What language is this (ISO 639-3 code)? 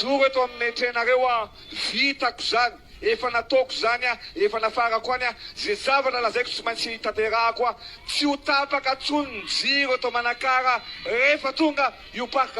mlg